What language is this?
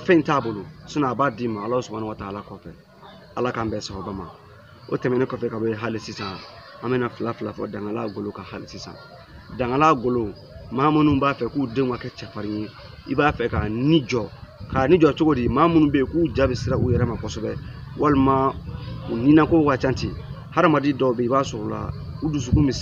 Bambara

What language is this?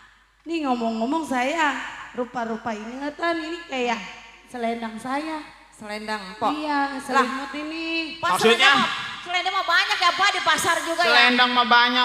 Betawi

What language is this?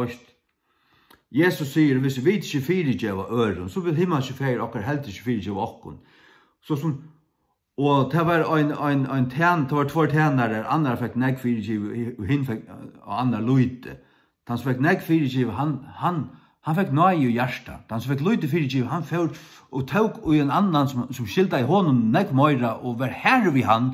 Faroese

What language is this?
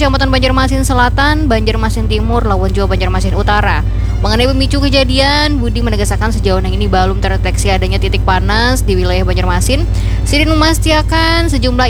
Banjar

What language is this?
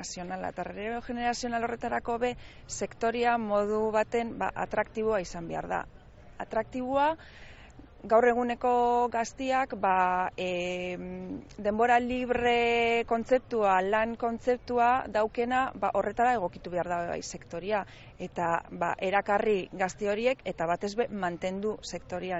Basque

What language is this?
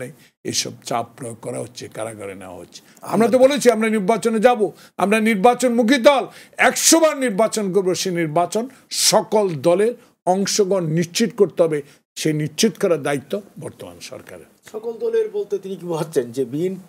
Bangla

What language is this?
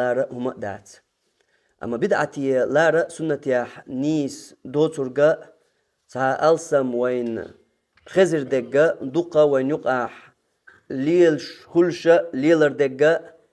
Chechen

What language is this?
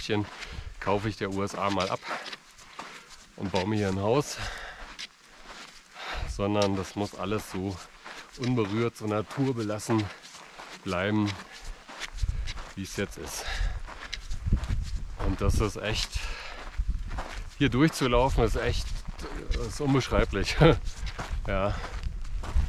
German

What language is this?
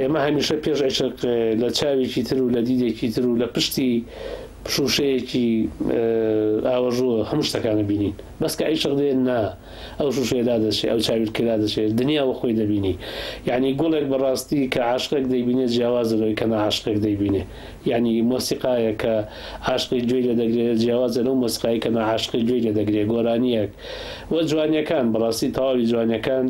Central Kurdish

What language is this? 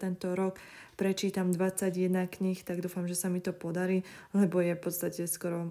Slovak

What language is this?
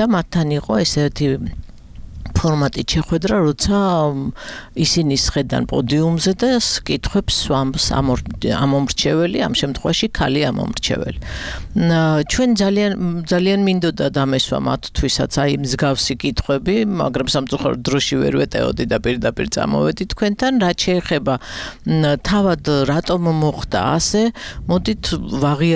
Georgian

